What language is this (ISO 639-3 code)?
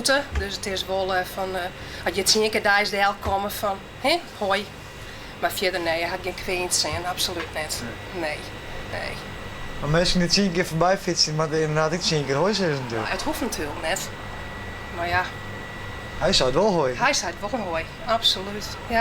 fry